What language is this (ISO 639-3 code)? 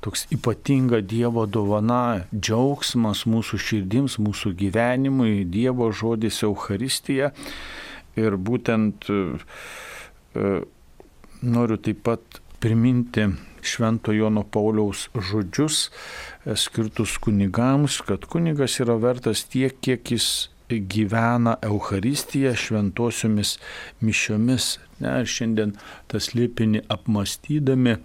lit